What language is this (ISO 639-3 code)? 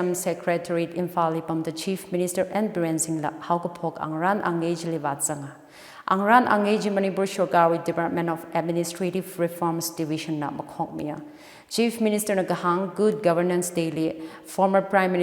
nmf